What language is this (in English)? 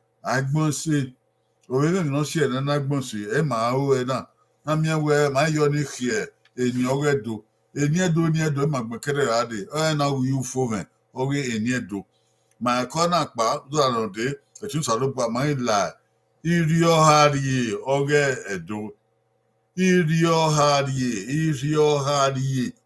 Bini